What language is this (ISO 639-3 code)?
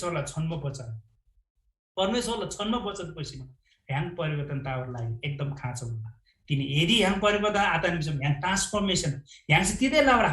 taj